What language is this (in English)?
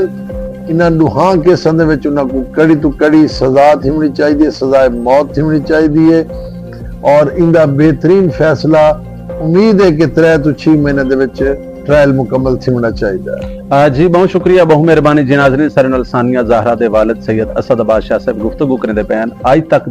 Saraiki